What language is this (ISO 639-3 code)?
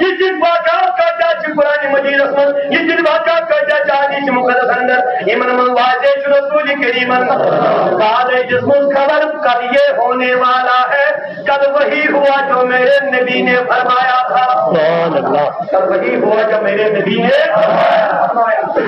kas